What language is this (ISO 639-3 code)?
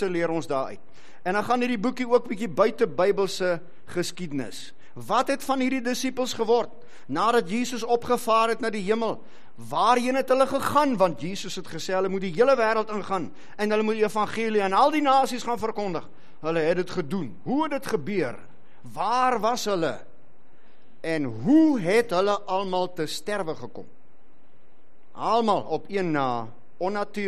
afr